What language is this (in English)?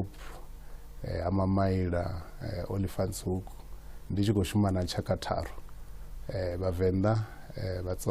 Venda